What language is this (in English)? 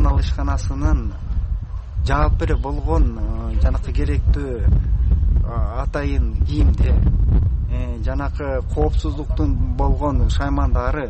Kyrgyz